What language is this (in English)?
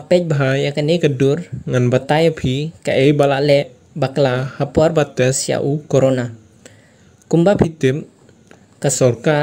Khasi